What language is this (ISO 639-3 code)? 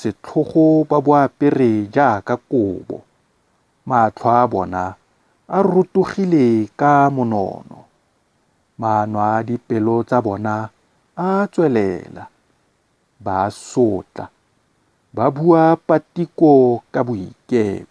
tsn